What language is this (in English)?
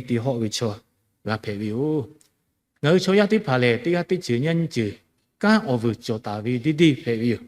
Lahu